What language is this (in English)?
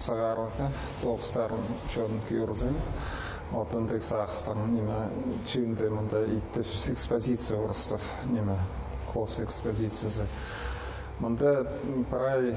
Khakas